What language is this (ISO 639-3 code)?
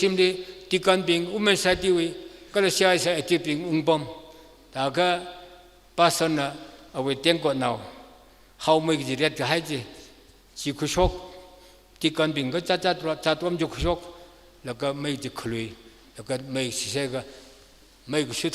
nmf